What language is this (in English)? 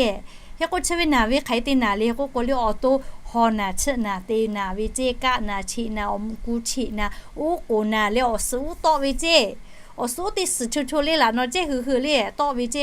Lahu